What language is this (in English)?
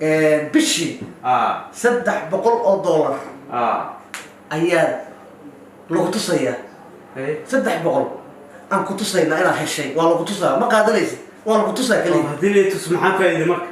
Somali